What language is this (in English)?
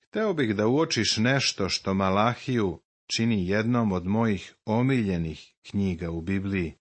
Serbian